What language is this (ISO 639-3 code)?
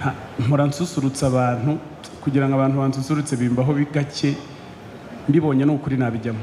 kin